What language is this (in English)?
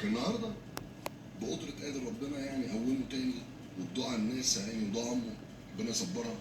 Egyptian Arabic